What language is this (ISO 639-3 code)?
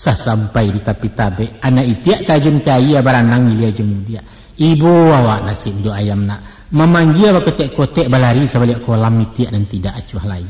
min